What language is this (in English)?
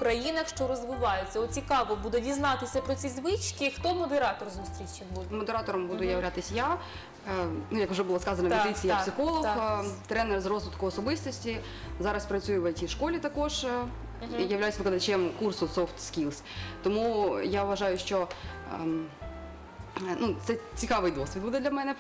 Ukrainian